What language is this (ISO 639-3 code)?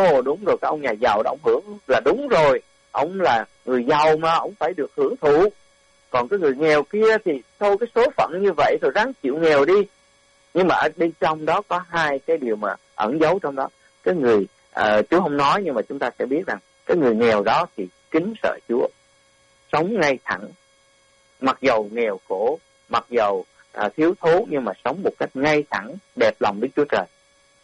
vie